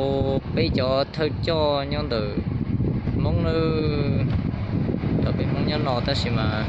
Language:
Hmong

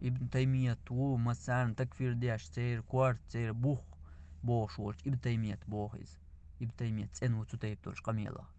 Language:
Chechen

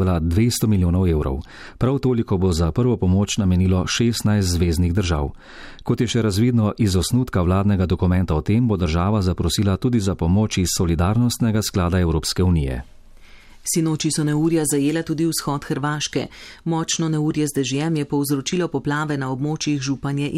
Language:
Slovenian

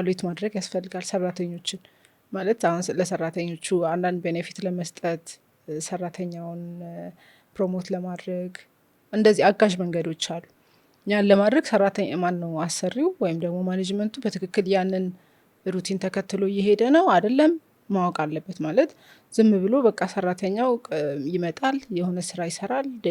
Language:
Amharic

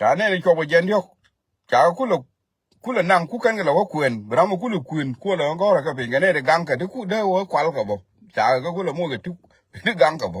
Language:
Nuer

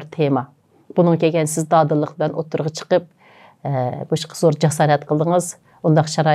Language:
Uyghur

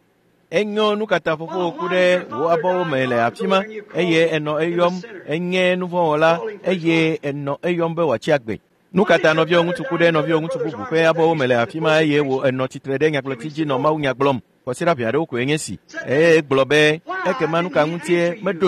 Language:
Ewe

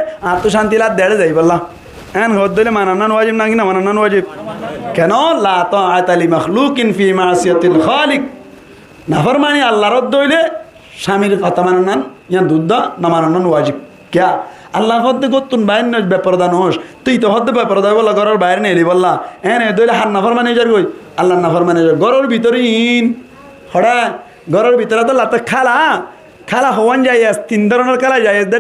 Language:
Rohingya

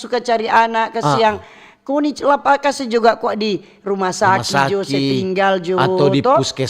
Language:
Manado Malay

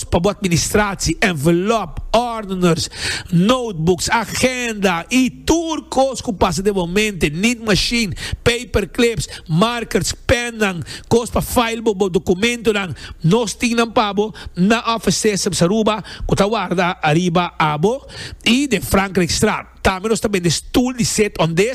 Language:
Papiamento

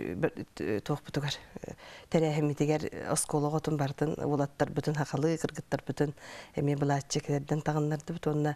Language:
Yakut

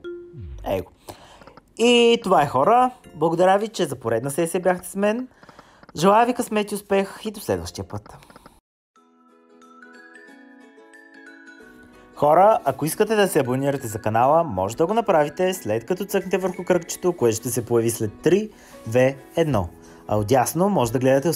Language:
Bulgarian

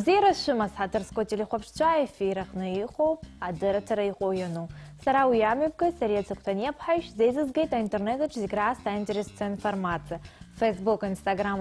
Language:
Abkhazian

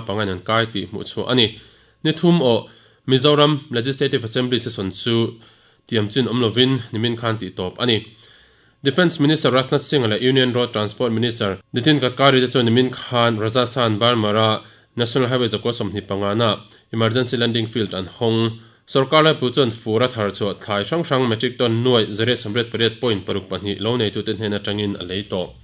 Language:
Mizo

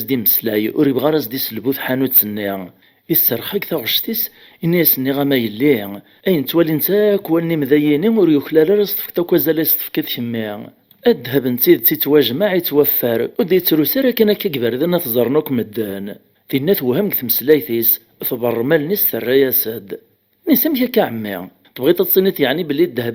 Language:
Kabyle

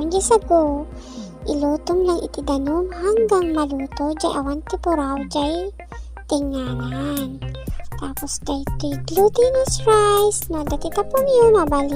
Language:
Iloko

